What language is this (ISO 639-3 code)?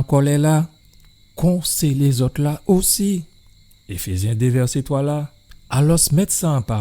gcf